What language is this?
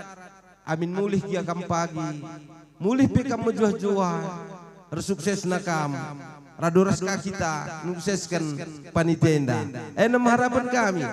Batak Karo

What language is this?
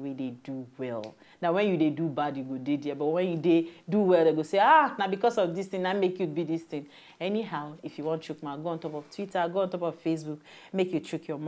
Nigerian Pidgin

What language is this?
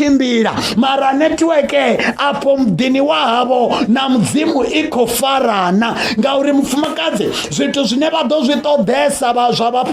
Venda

